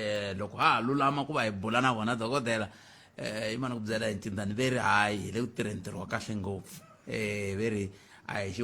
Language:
Tsonga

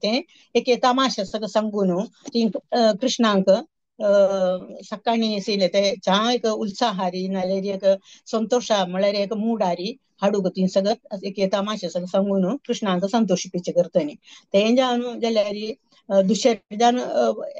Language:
Konkani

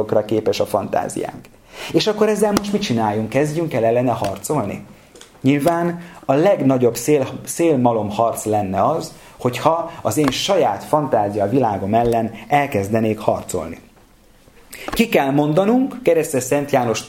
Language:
Hungarian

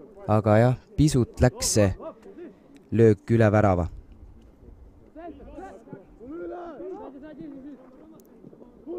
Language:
Estonian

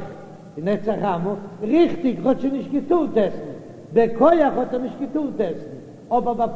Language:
Yiddish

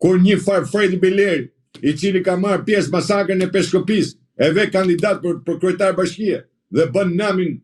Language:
Albanian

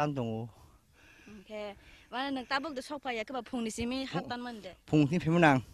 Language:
Kok Borok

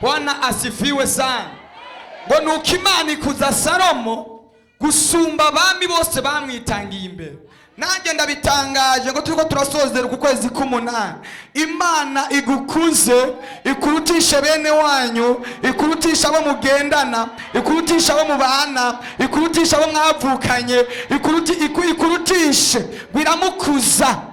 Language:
Rundi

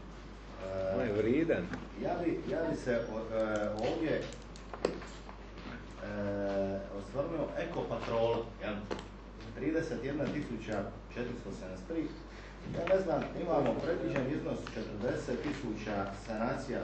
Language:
Croatian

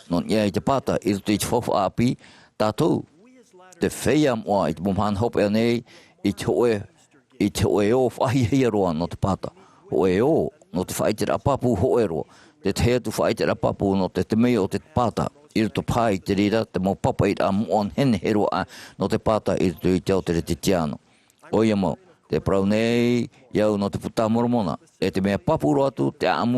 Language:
Tahitian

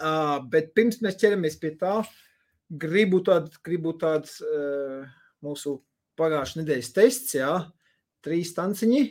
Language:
Latvian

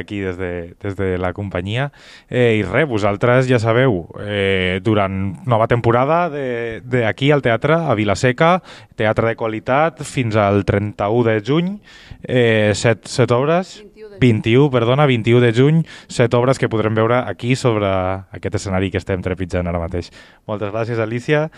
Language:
Catalan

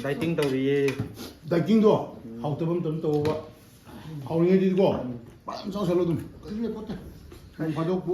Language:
Manipuri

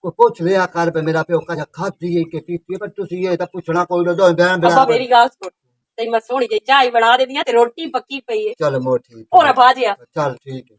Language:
Western Panjabi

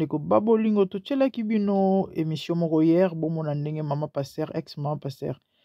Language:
Lingala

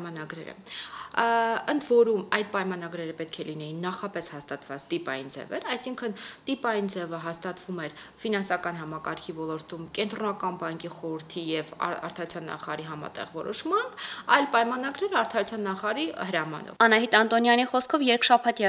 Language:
Armenian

